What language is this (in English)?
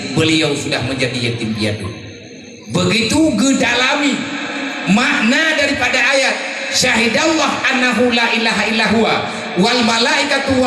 Achinese